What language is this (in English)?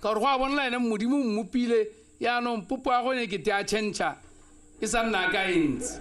Tswana